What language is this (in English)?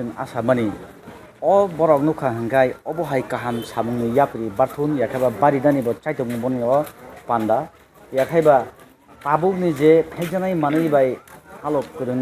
Kok Borok